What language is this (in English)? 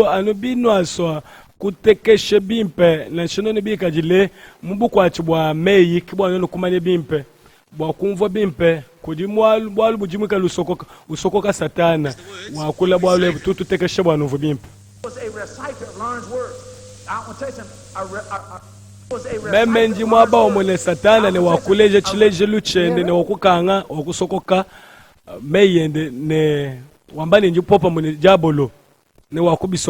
Luba-Lulua